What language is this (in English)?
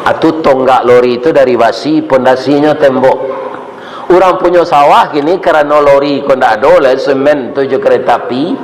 Minangkabau